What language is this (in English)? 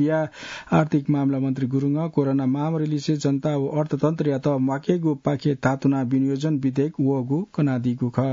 Newari